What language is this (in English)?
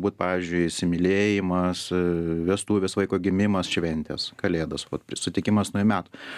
Lithuanian